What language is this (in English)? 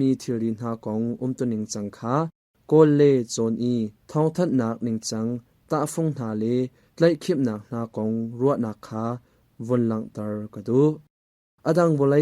Hakha Chin